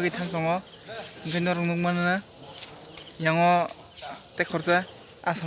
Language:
Kok Borok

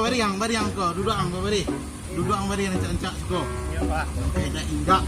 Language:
Minangkabau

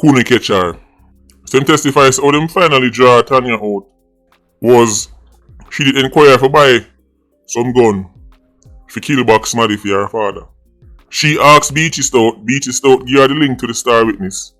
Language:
Jamaican Creole English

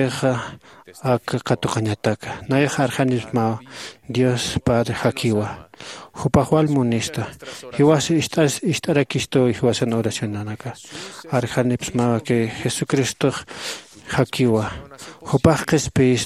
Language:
Aymara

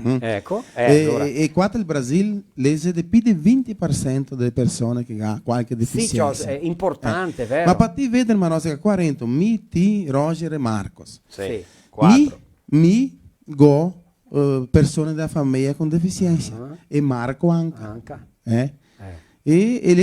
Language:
Venetian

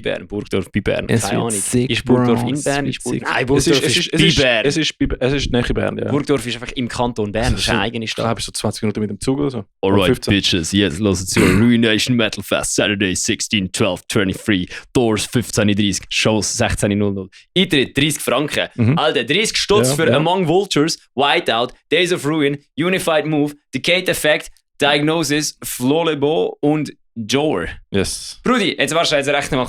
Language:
Swiss German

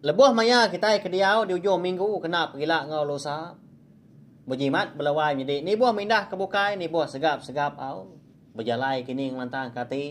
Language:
Iban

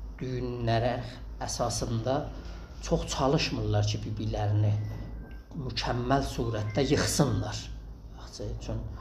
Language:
South Azerbaijani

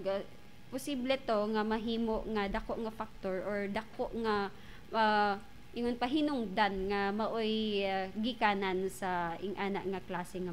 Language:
Cebuano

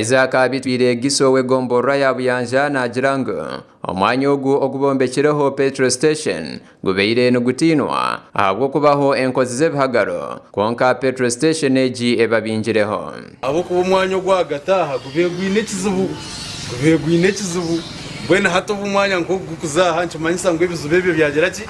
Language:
Nyankole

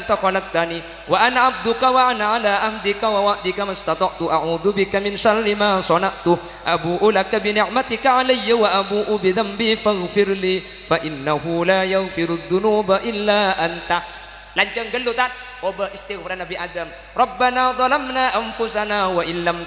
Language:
Madurese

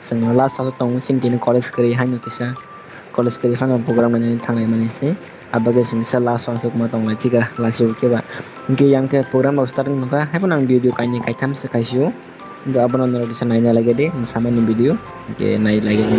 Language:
Kok Borok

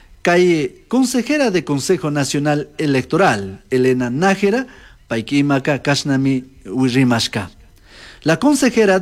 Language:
Chimborazo Highland Quichua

